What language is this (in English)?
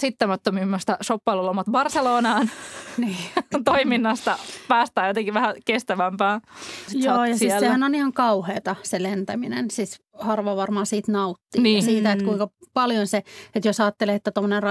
Finnish